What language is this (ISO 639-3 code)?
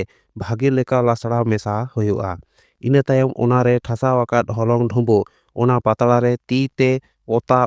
sat